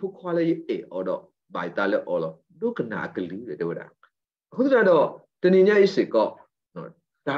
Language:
S'gaw Karen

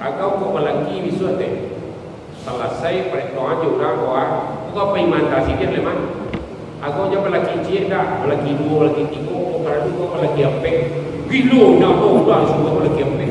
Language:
Minangkabau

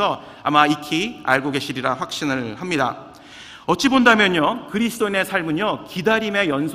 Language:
Korean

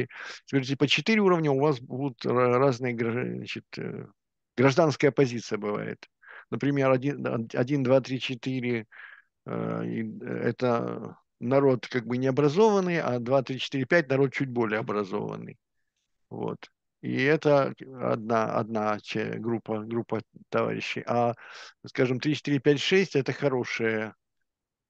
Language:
Russian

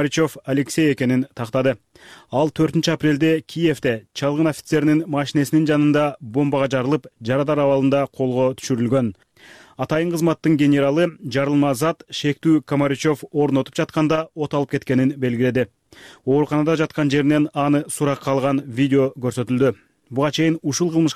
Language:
Kyrgyz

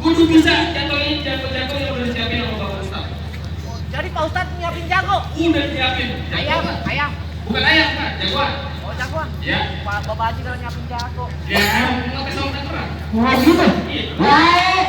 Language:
Betawi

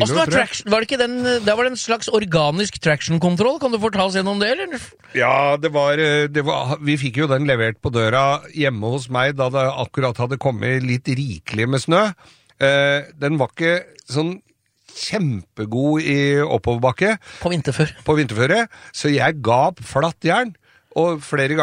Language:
Norwegian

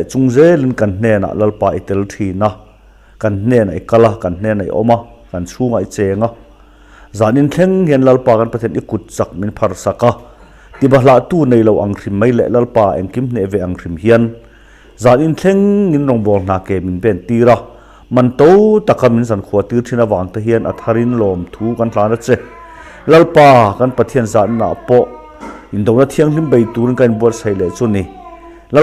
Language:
Mizo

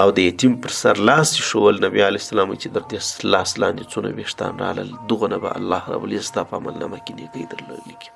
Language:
Pashto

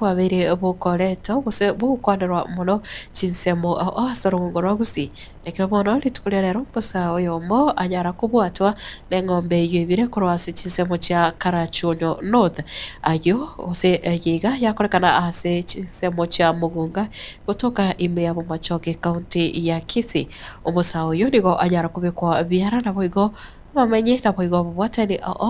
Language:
Gusii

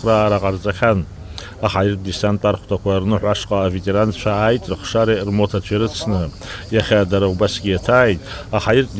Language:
Abkhazian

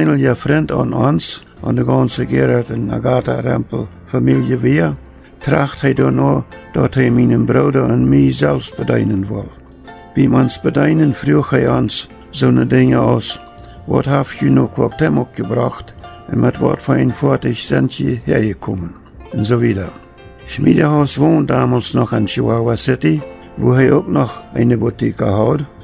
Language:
Plautdietsch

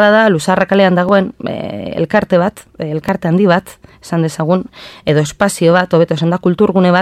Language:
Basque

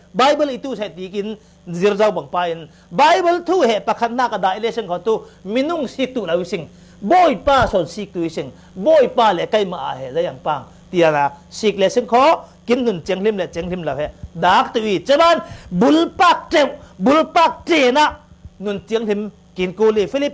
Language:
Falam Chin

